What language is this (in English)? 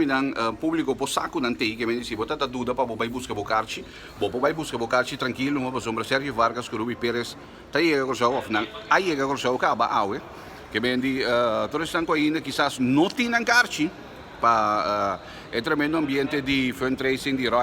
Papiamento